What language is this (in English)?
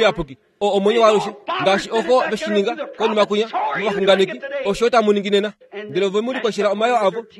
Kuanyama